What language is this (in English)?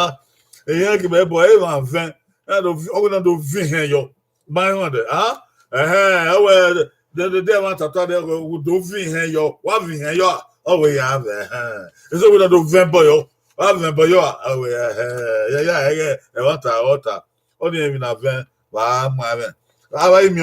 Bini